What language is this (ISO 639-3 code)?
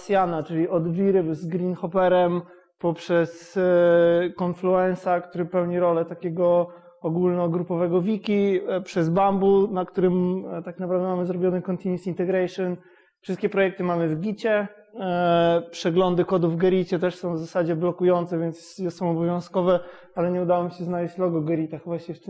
pol